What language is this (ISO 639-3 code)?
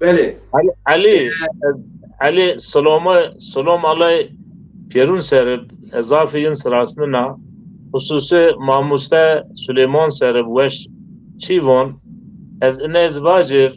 zza